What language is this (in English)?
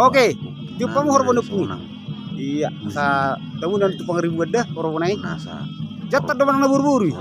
Batak Toba